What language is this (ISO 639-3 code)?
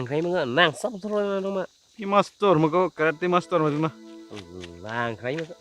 mjw